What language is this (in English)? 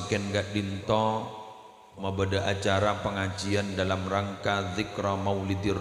Madurese